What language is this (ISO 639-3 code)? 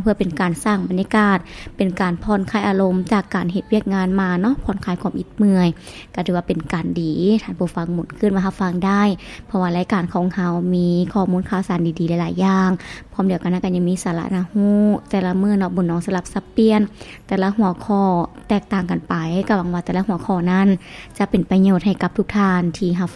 lao